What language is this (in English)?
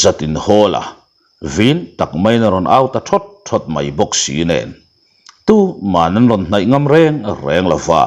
Mizo